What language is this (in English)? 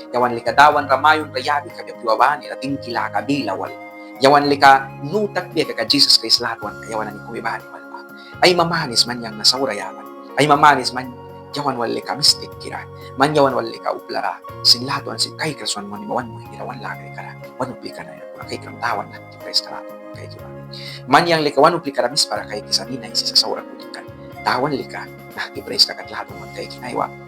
Mískito